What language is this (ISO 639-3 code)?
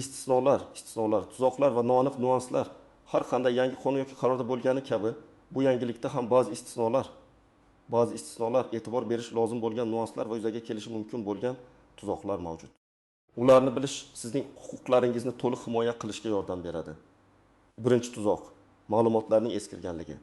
uzb